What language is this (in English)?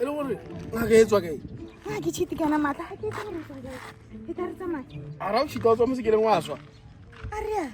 Tswana